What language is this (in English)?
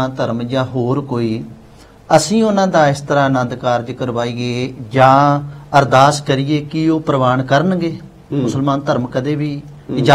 Punjabi